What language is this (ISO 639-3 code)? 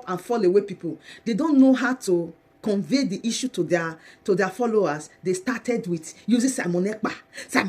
pcm